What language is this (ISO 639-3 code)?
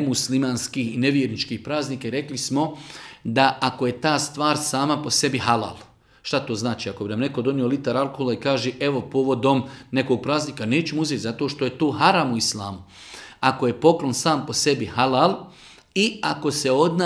bos